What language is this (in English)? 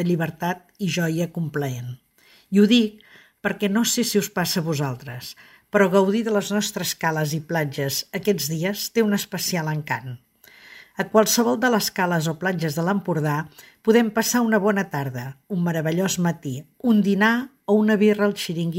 Catalan